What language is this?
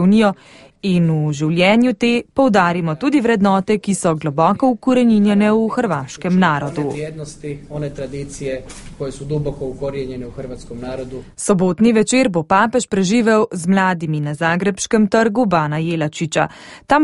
Slovenian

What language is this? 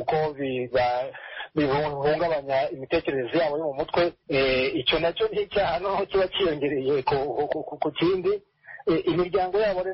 Kinyarwanda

